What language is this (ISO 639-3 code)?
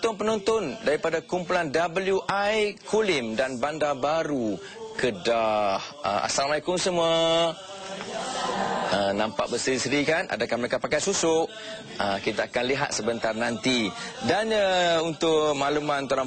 msa